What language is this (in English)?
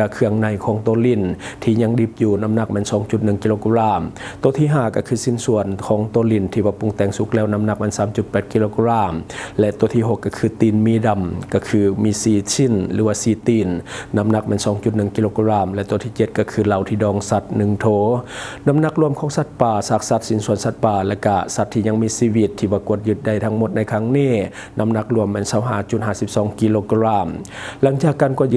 Lao